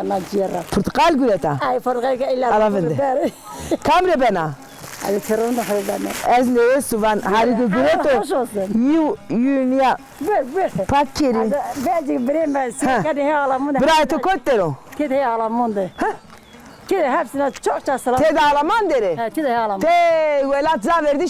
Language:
Zaza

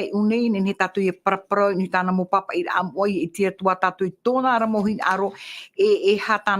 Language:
Tahitian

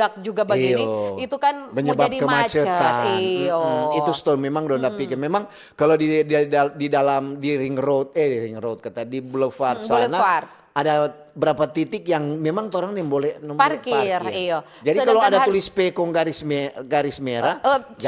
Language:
Manado Malay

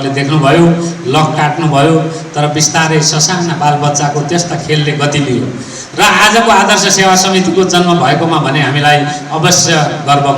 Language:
Nepali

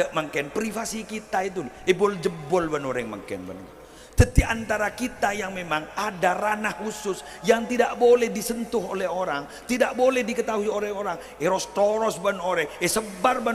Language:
Madurese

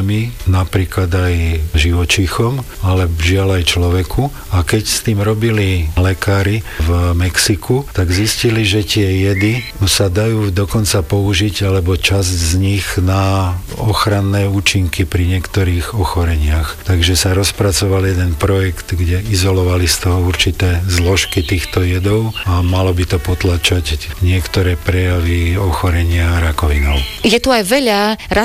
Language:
Slovak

